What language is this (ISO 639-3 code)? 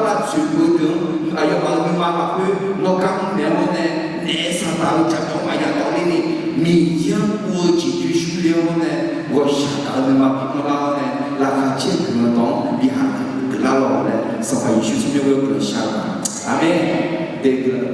ahk